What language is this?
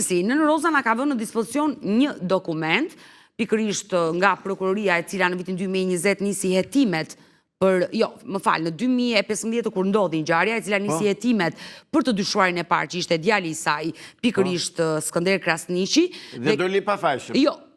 Albanian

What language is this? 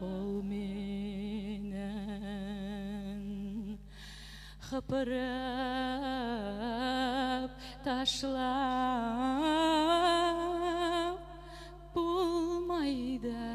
Bashkir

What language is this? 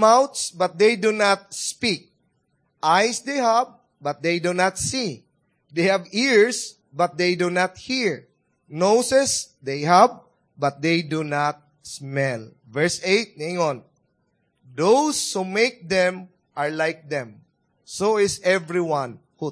Cebuano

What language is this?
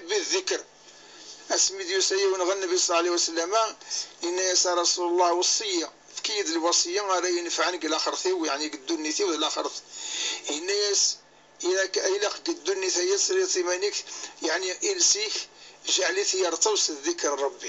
Kabyle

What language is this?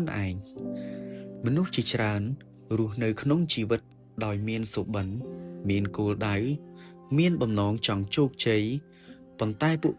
Khmer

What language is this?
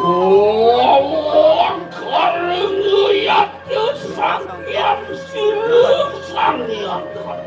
Balinese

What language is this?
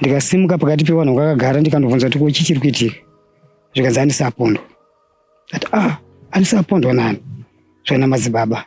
Shona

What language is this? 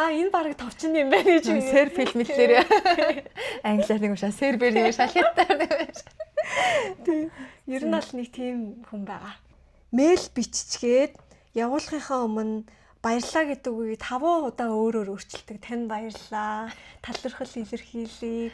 Mongolian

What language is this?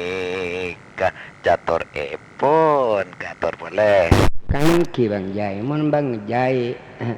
Madurese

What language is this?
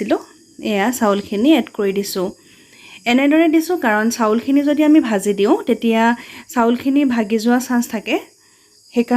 Assamese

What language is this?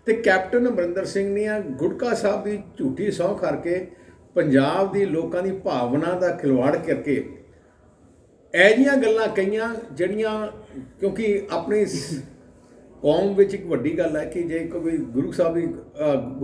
Punjabi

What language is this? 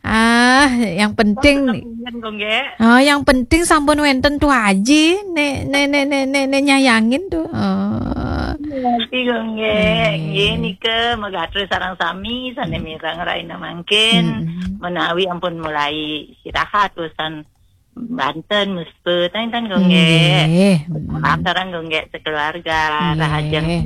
Balinese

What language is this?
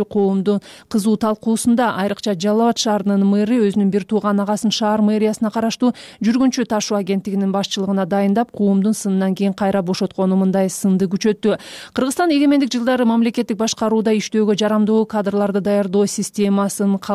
Kyrgyz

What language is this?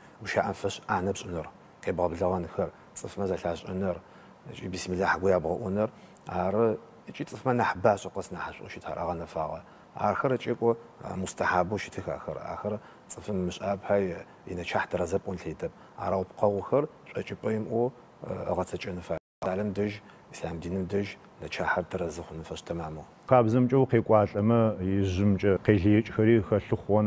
Adyghe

